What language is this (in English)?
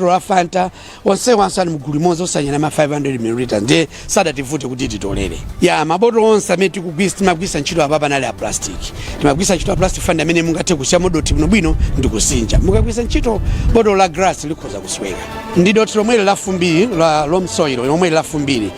Nyanja